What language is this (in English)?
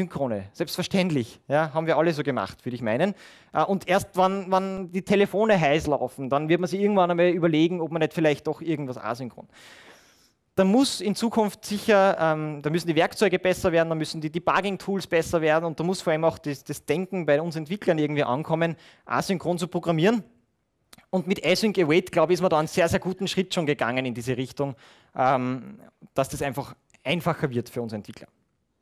German